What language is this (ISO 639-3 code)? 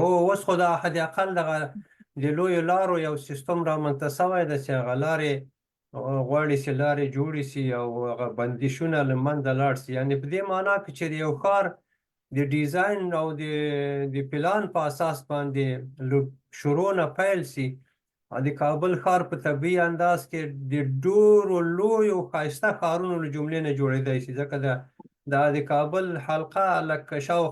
pus